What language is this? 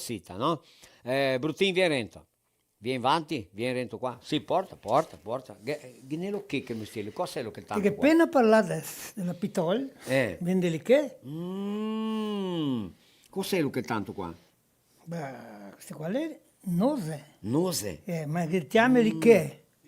Venetian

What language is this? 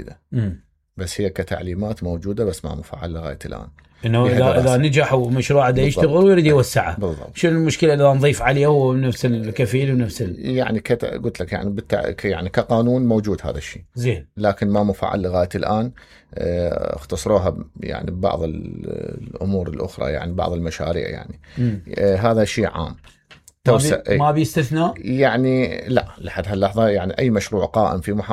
Mesopotamian Arabic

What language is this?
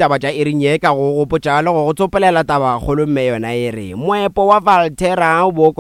Northern Sotho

